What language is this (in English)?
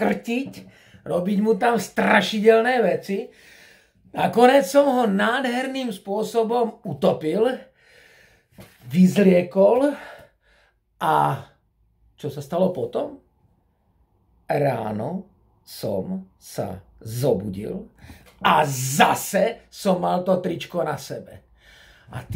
Slovak